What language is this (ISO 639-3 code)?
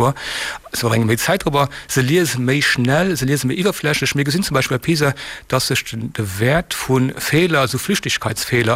ltz